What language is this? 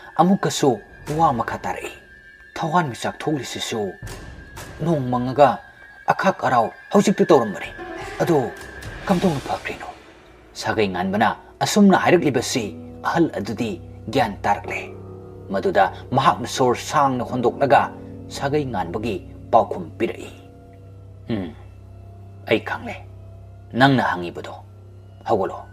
Manipuri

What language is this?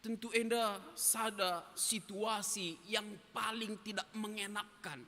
Batak Karo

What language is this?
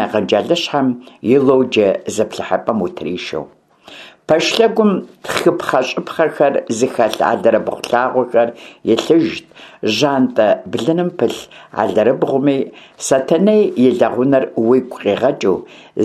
Kabardian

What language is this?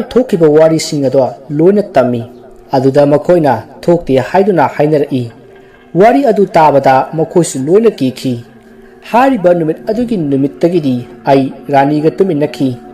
Manipuri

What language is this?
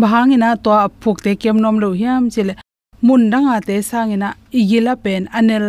Tedim Chin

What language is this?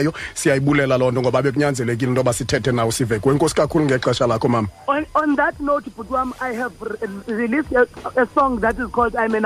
Xhosa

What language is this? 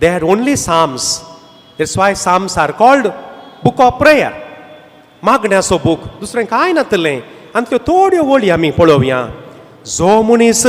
Konkani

